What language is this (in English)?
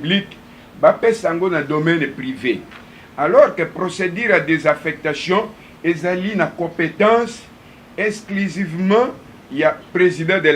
Lingala